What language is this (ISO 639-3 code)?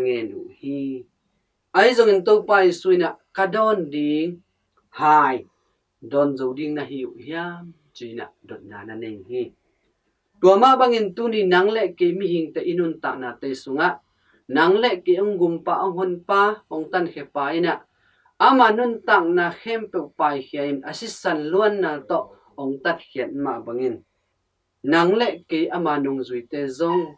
ctd